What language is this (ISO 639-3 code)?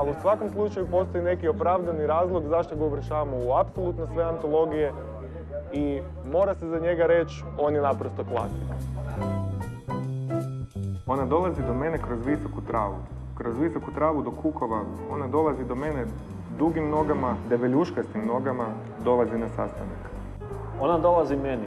hrv